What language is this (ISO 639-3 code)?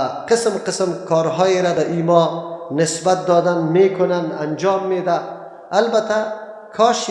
fas